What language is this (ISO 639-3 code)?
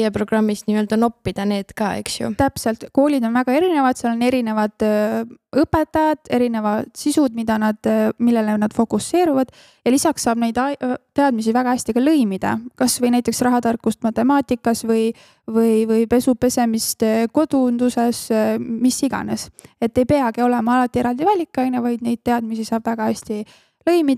est